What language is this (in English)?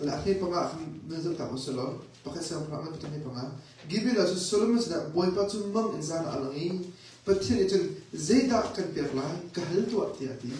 Hakha Chin